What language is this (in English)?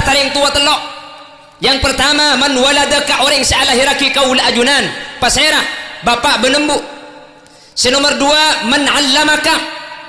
Madurese